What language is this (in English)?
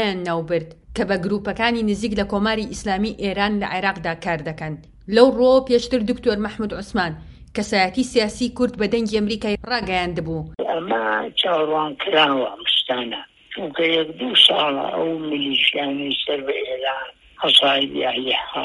Central Kurdish